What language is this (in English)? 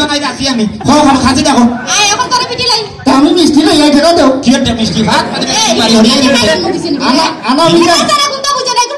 Sylheti